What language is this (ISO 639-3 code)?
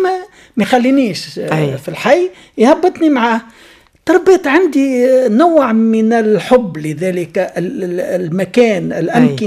aeb